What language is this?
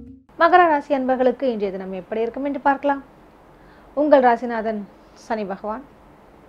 Tamil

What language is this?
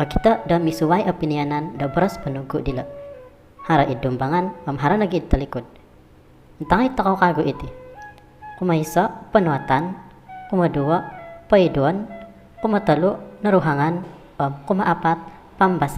Central Dusun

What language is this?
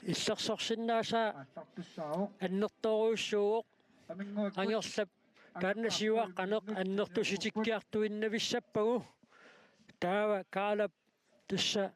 Kalaallisut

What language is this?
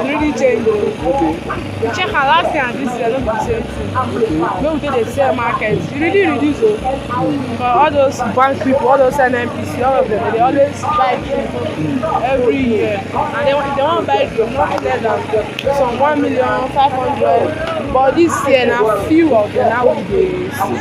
Nigerian Pidgin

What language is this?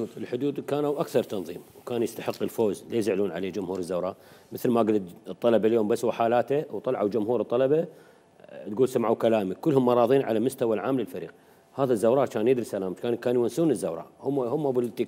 Mesopotamian Arabic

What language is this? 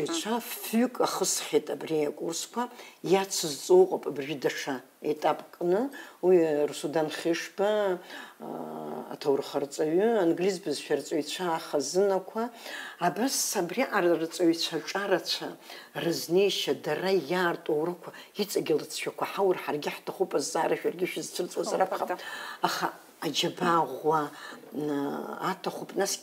Abkhazian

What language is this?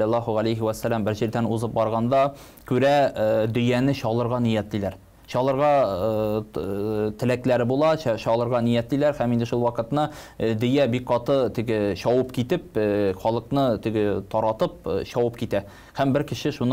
Tatar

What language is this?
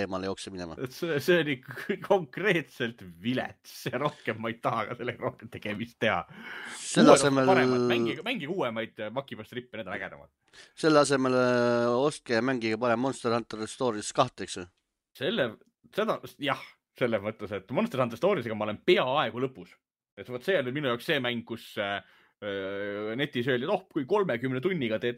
Estonian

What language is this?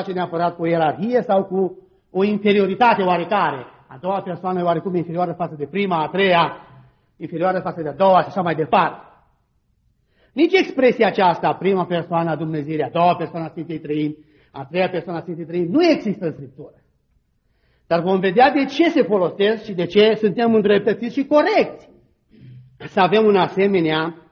Romanian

